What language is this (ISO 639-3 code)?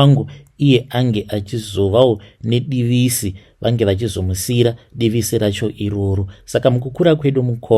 sna